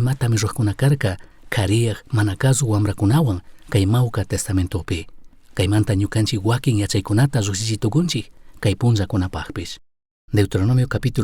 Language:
Chimborazo Highland Quichua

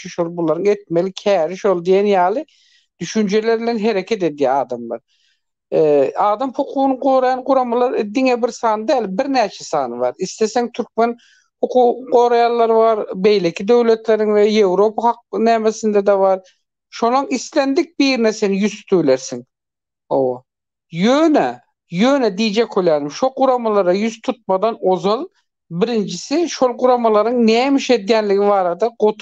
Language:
Turkmen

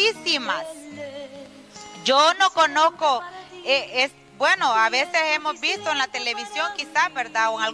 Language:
Spanish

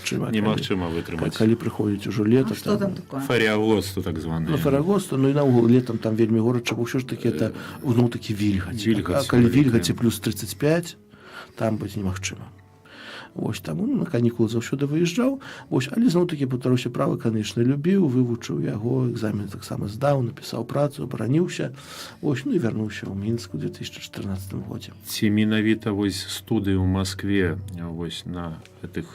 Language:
Belarusian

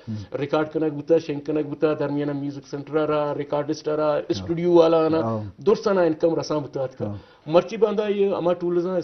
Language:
Eastern Balochi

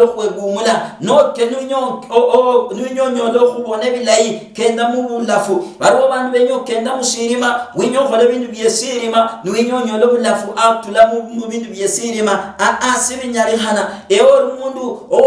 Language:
Luyia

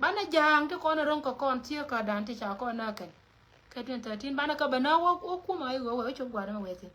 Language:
Nuer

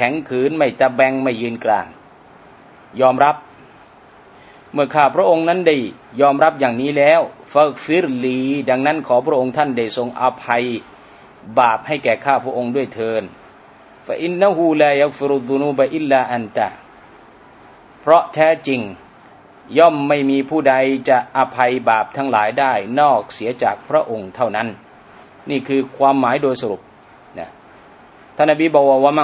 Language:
Thai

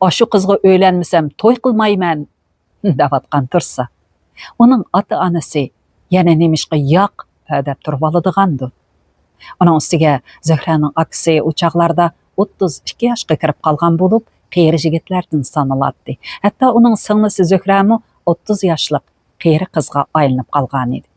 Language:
Uyghur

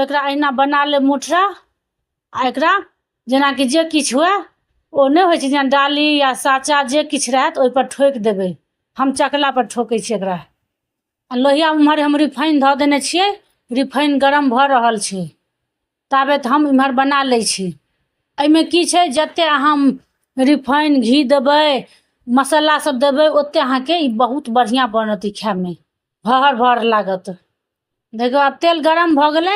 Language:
Maithili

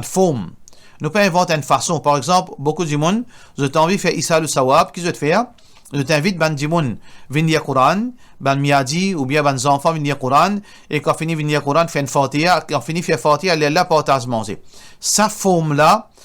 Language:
Morisyen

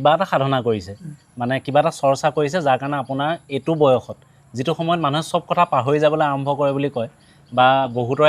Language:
Assamese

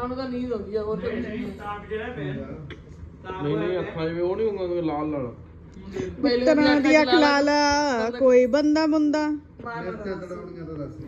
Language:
Punjabi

